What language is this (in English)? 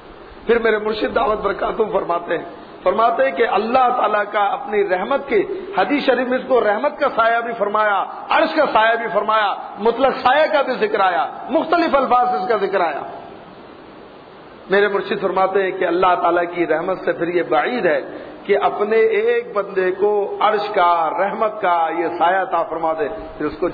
Urdu